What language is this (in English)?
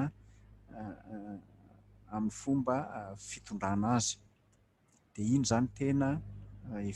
Malagasy